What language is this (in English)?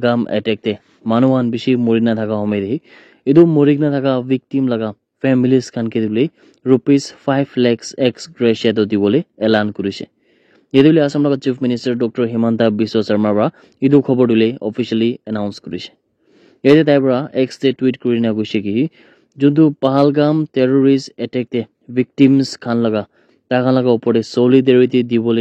Naga Pidgin